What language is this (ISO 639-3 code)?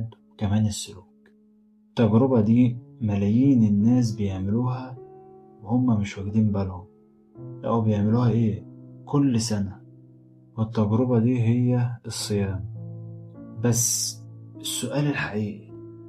arz